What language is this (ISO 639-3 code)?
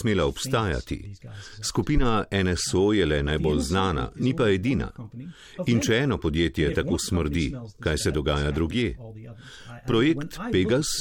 slv